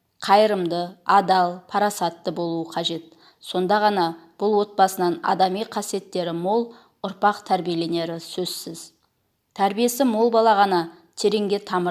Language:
Kazakh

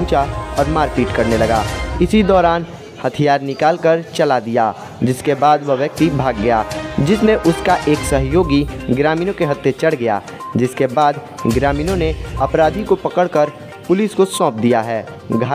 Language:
Hindi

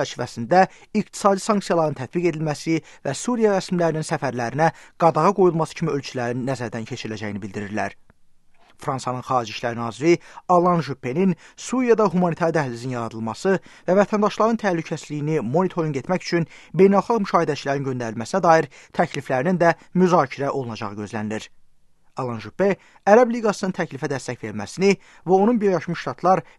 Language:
Azerbaijani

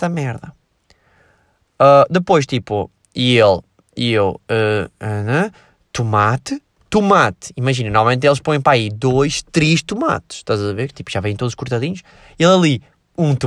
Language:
Portuguese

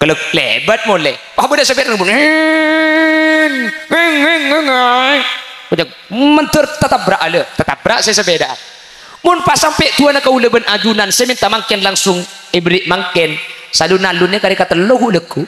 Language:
Madurese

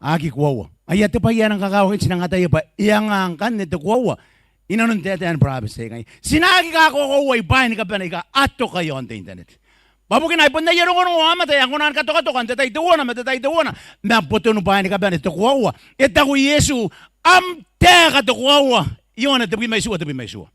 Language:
Gilbertese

